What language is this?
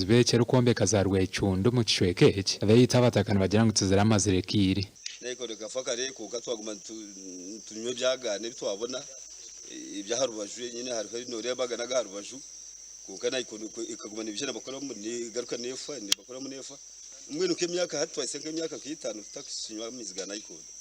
Nyankole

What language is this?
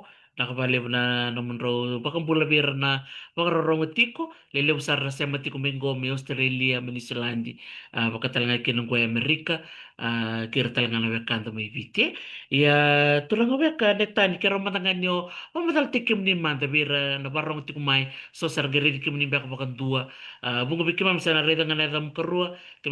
Fijian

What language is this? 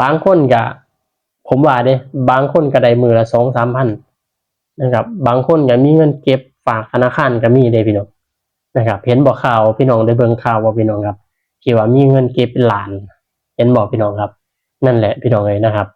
Northeastern Thai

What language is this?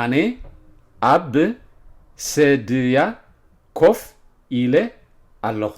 Tigrinya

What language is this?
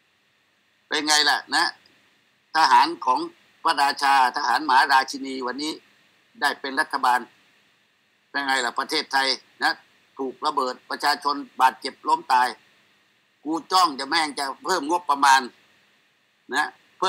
Thai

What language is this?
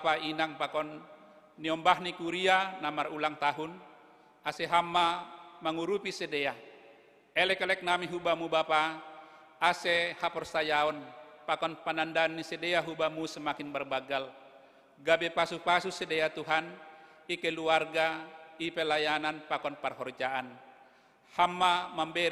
Batak Simalungun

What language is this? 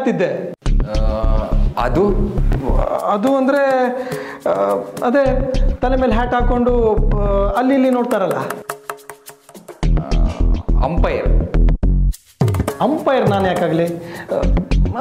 Kannada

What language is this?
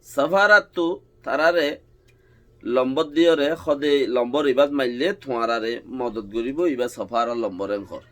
Rohingya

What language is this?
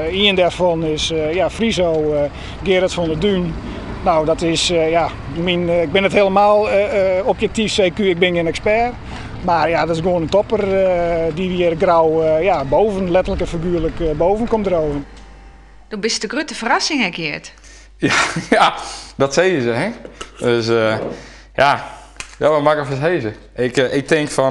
Western Frisian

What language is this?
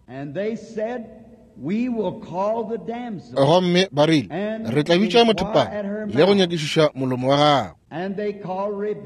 Northern Sotho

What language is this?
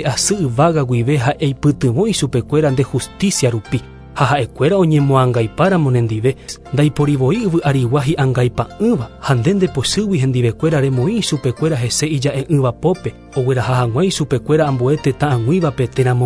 Guarani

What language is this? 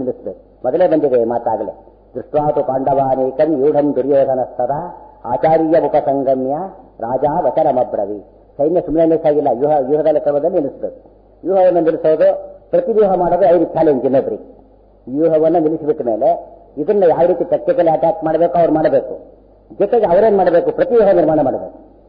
Kannada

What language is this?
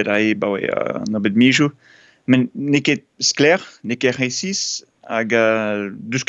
Breton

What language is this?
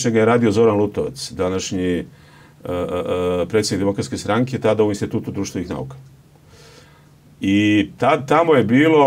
Serbian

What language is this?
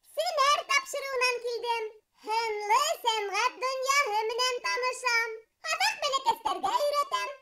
Bashkir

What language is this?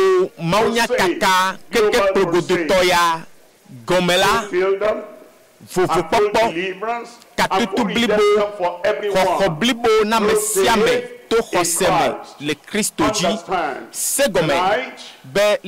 Ewe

